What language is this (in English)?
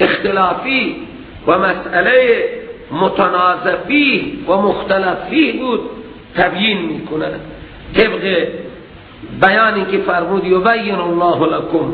Persian